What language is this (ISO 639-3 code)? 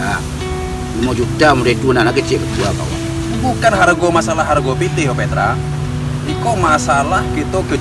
min